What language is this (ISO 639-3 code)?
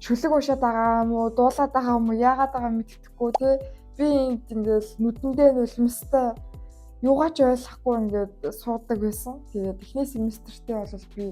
mon